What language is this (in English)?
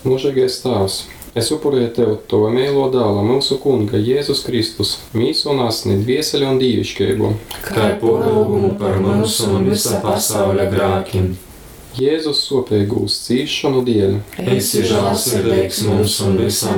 Latgalian